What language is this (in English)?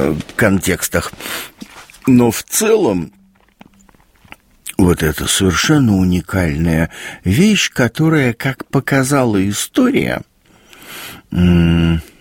Russian